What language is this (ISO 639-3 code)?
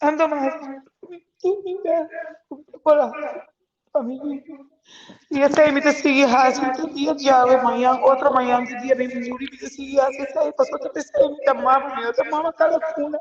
pap